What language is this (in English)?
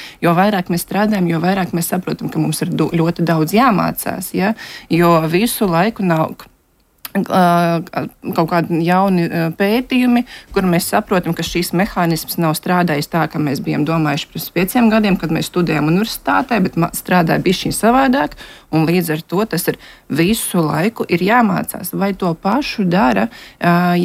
Latvian